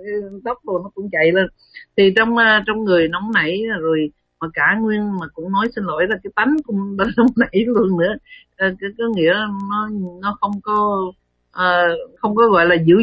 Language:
Vietnamese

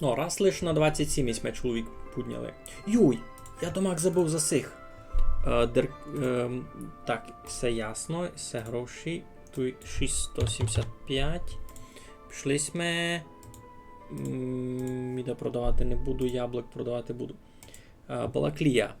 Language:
Rusyn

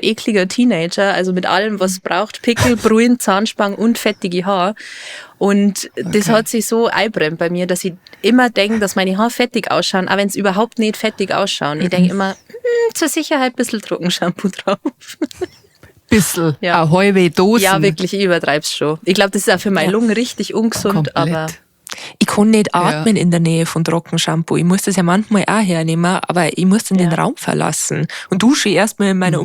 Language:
Bavarian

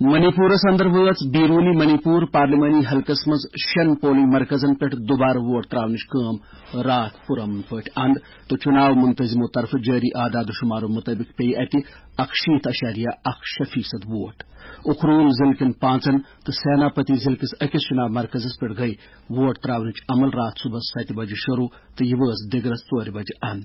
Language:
Kashmiri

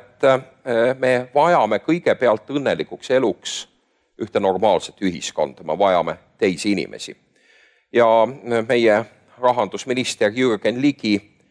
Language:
Estonian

